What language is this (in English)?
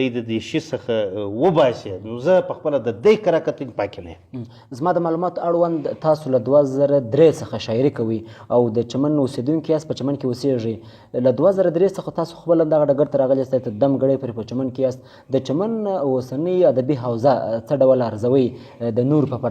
Pashto